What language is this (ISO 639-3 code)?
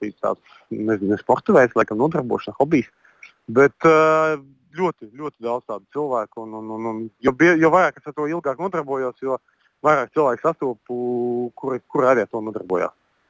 lav